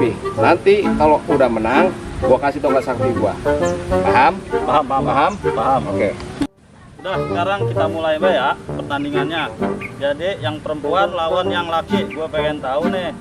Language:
Betawi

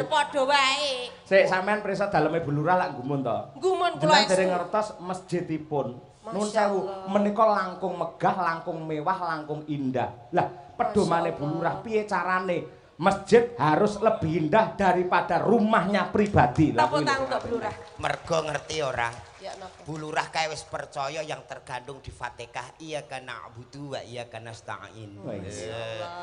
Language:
Javanese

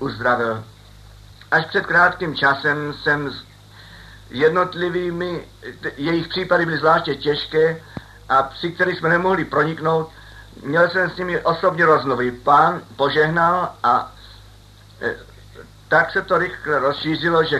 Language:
Czech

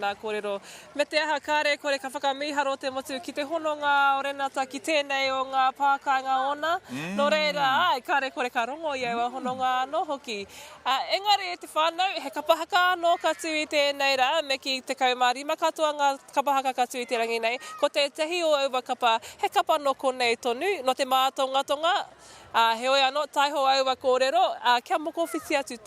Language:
Māori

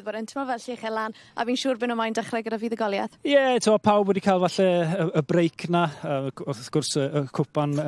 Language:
Welsh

